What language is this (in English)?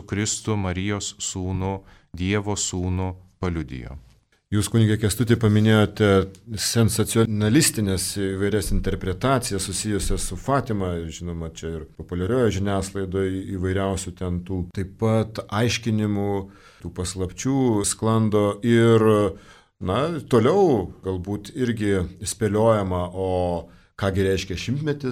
Lithuanian